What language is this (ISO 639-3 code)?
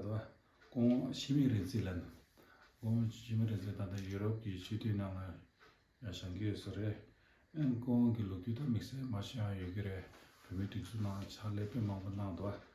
bod